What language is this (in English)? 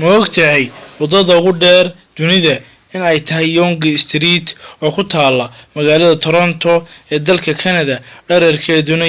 Somali